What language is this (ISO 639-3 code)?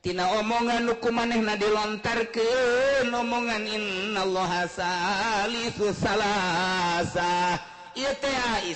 sun